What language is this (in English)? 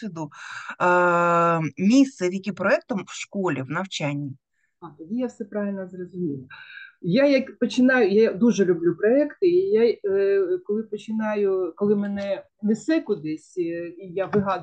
Ukrainian